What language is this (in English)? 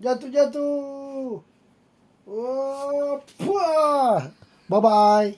Manado Malay